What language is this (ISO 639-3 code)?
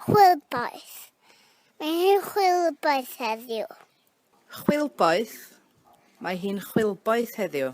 cym